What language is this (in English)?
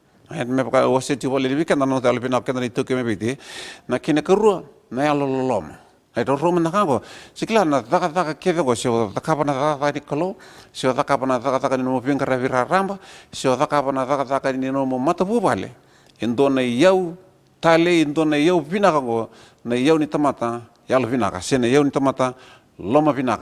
Fijian